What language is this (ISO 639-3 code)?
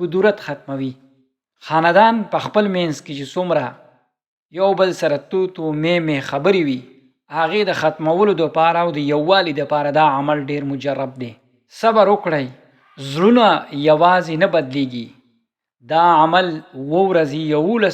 pus